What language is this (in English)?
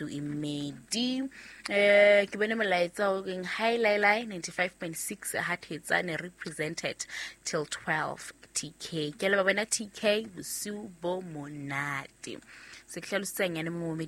Southern Sotho